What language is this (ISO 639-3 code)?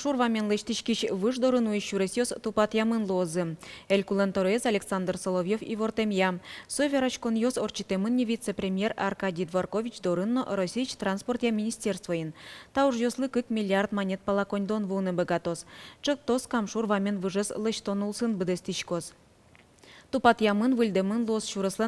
udm